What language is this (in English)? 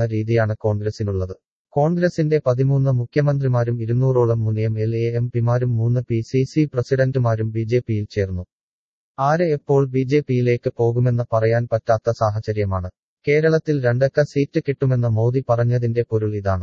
Malayalam